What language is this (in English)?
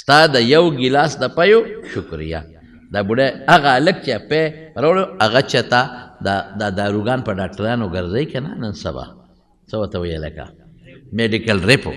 Pashto